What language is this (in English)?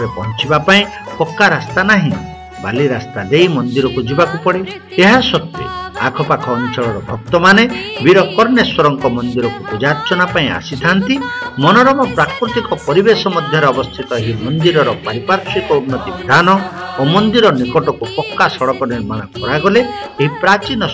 Odia